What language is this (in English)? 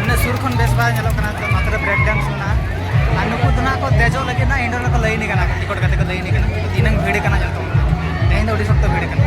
Santali